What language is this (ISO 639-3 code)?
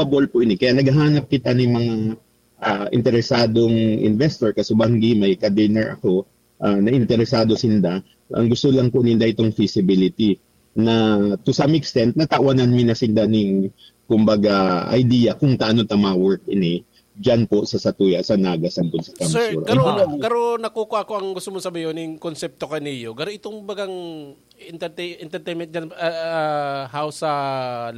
bik